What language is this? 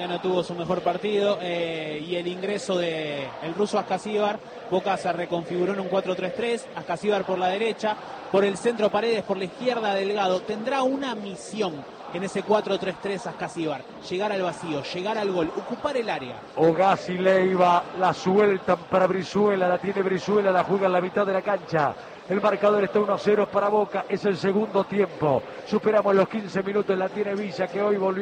Spanish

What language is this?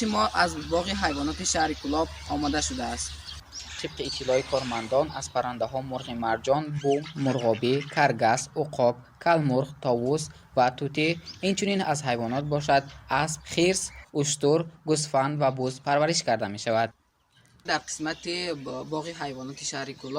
Tajik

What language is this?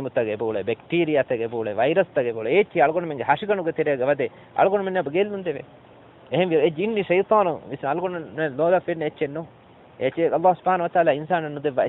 Divehi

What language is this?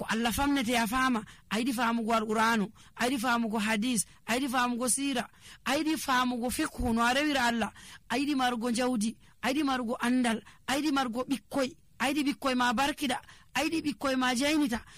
Nigerian Fulfulde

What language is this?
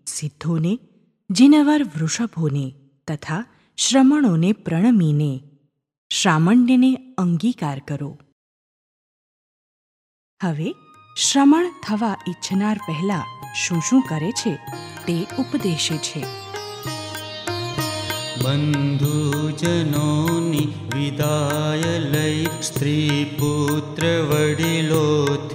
Gujarati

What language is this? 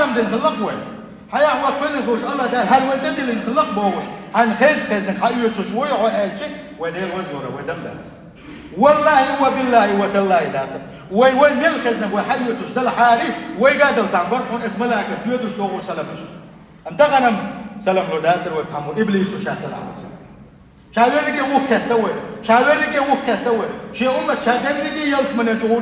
Chechen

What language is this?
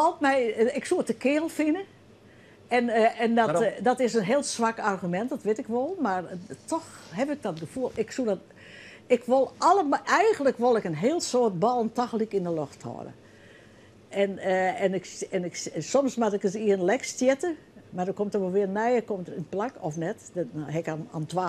Western Frisian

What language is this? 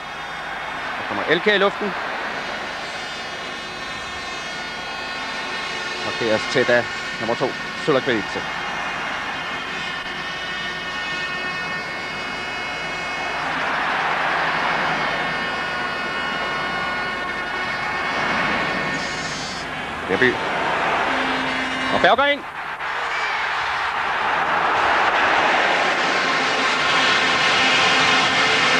Danish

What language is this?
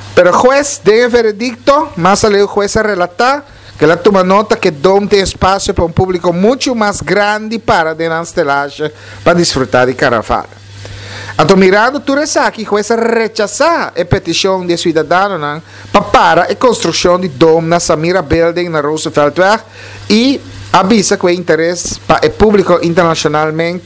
Papiamento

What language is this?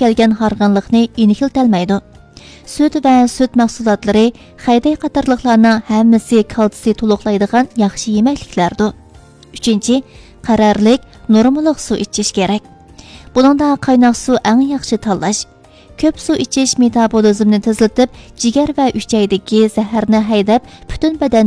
Uyghur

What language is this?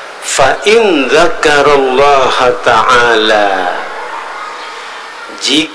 Indonesian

